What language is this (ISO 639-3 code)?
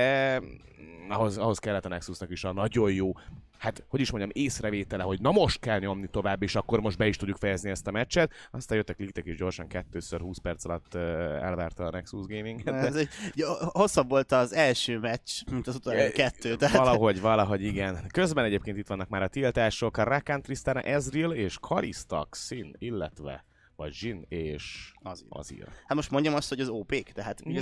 hun